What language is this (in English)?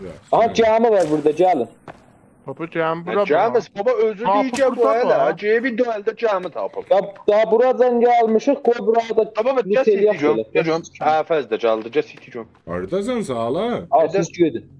South Azerbaijani